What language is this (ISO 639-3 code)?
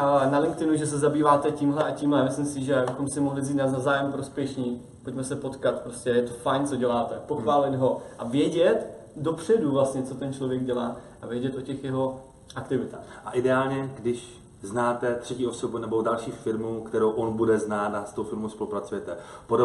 ces